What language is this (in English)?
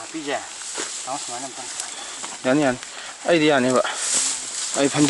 Manipuri